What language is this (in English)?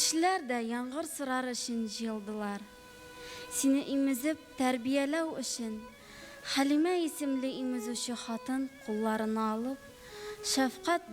Tatar